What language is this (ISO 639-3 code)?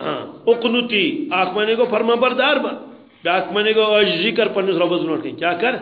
kas